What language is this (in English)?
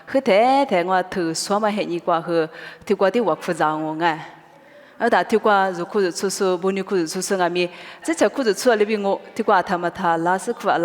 Lisu